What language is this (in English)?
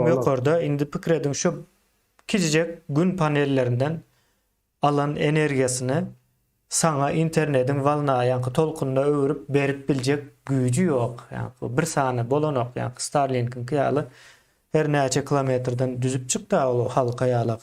Turkmen